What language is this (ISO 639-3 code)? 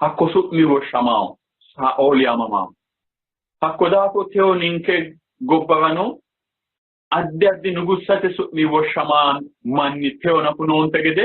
sid